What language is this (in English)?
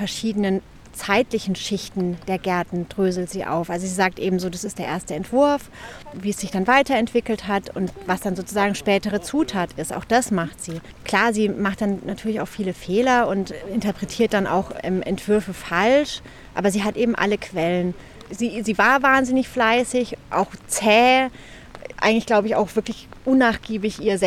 German